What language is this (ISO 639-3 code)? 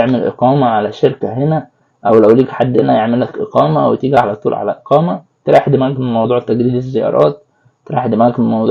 arz